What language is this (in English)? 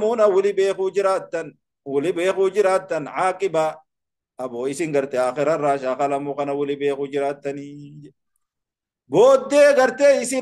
Oromo